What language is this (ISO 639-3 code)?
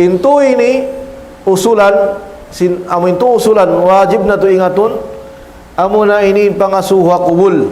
tsg